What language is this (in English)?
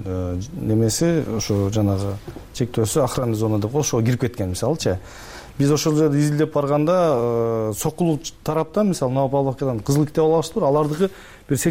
Kyrgyz